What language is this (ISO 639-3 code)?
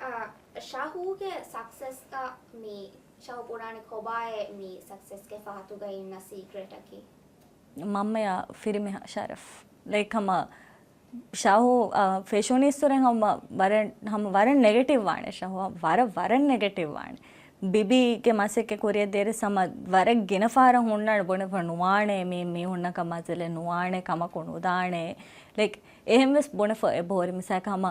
div